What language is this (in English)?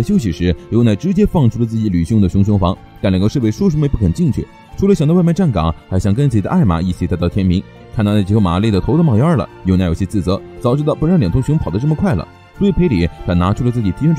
Chinese